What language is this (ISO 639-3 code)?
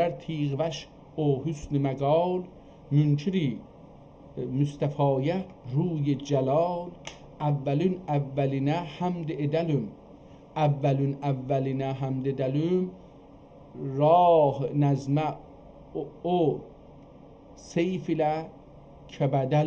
azb